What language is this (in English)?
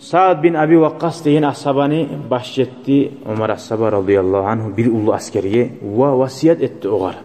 Kumyk